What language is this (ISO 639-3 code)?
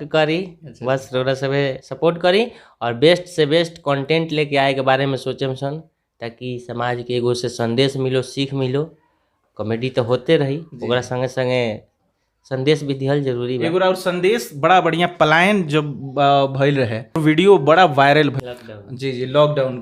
bho